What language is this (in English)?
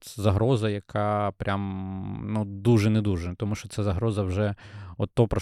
Ukrainian